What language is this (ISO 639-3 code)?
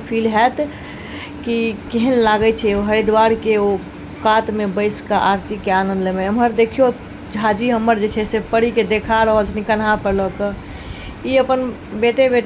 mai